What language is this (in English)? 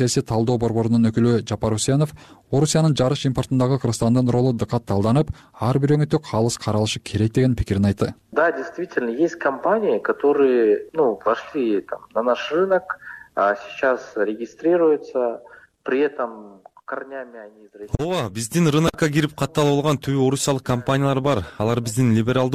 Kyrgyz